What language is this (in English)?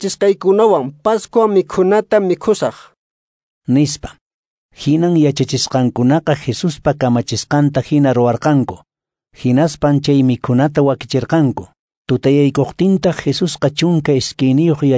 Quechua